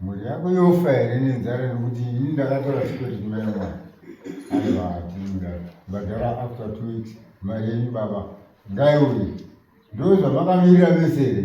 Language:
Shona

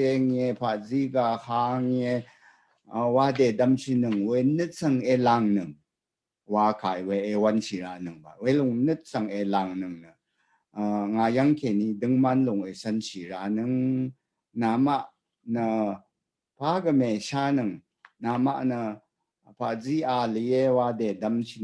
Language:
Rawang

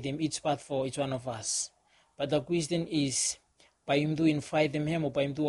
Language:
Bislama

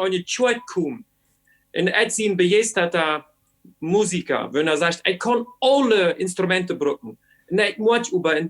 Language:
Plautdietsch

